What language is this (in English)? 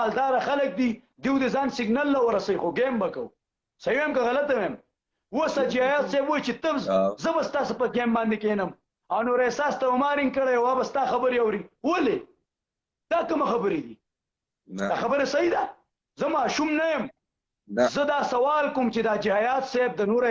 Pashto